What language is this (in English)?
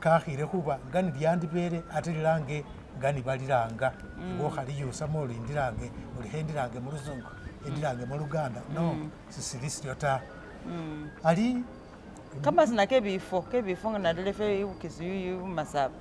Masaaba